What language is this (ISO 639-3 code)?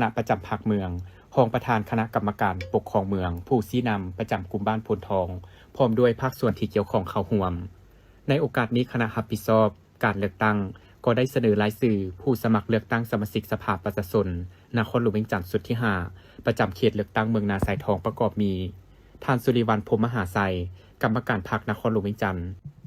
lao